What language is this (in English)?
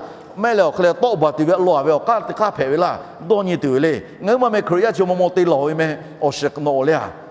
Lahu